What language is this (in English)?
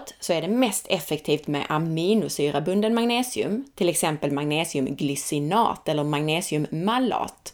Swedish